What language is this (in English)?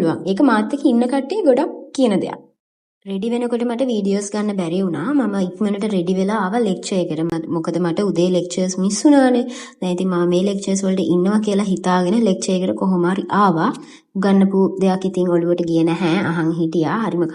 Sinhala